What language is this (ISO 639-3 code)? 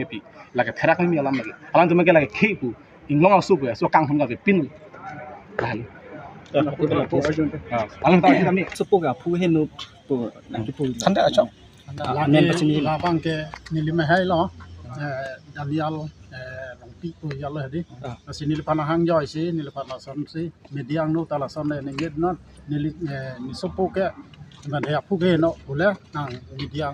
mjw